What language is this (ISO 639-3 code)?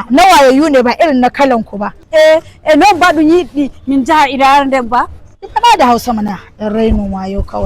hau